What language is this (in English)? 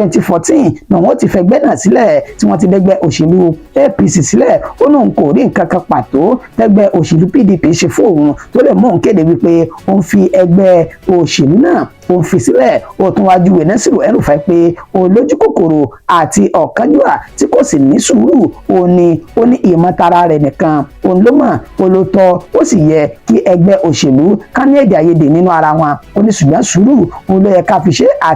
Yoruba